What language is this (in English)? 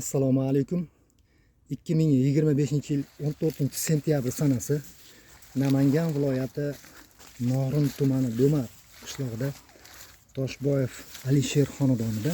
Uzbek